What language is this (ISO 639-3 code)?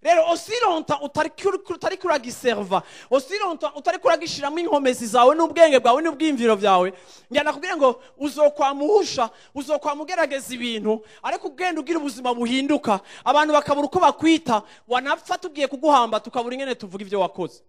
run